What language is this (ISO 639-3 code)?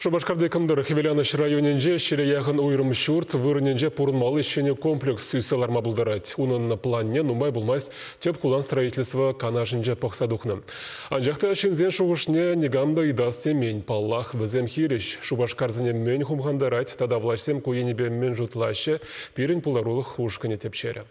chv